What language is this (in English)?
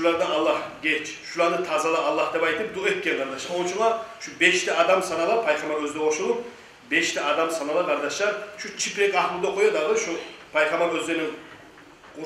Kumyk